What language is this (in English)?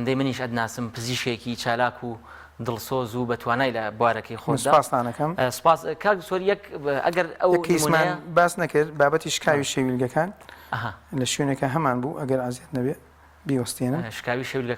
Central Kurdish